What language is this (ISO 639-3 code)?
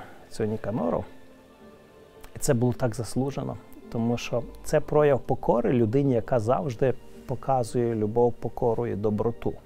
ukr